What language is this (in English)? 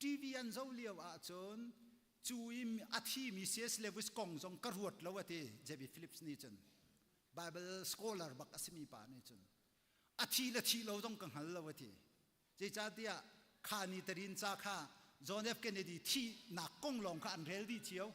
Hakha Chin